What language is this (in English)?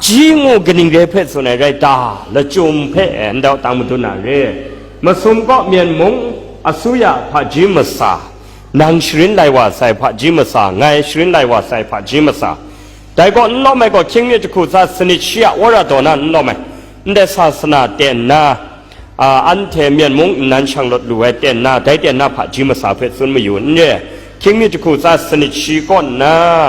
Kachin